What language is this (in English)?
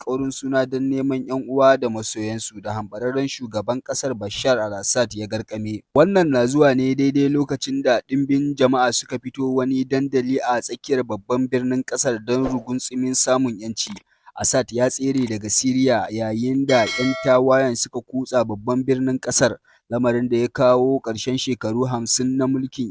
Hausa